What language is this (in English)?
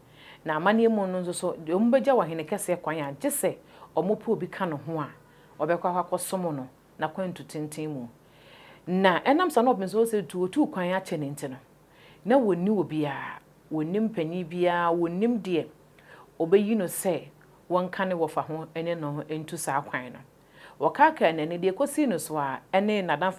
Akan